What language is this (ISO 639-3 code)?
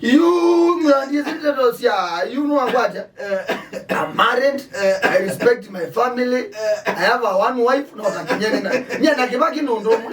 kam